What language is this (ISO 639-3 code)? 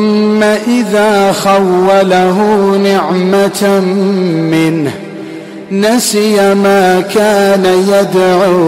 ara